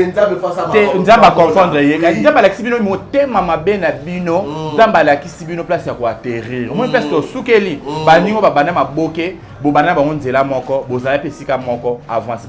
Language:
Lingala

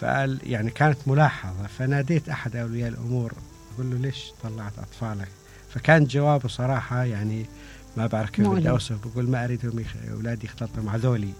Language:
Mesopotamian Arabic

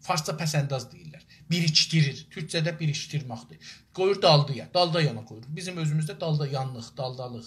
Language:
South Azerbaijani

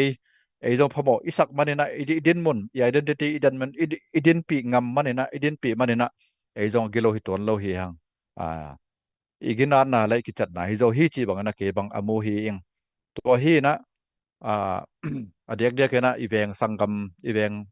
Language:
Tedim Chin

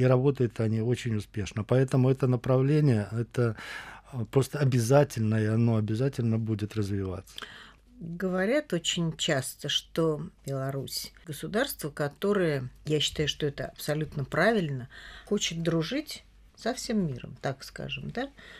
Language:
Russian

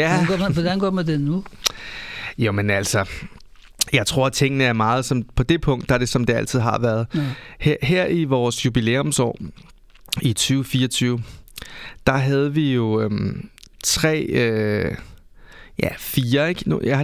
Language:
Danish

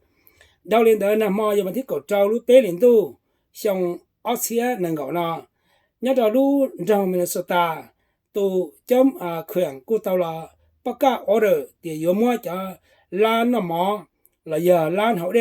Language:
Hmong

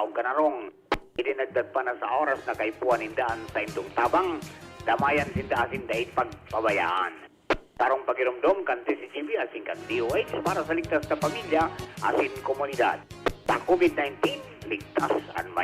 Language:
Bikol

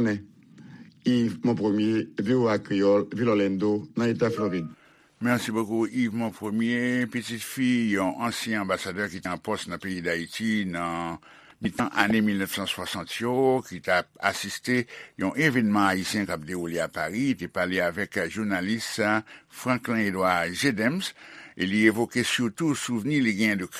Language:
Haitian Creole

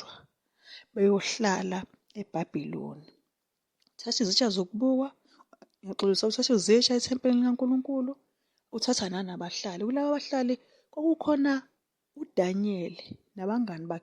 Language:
Zulu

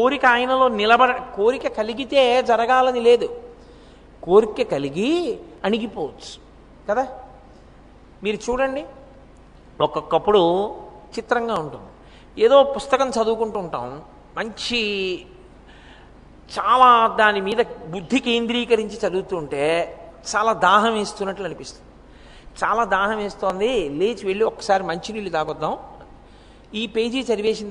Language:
Telugu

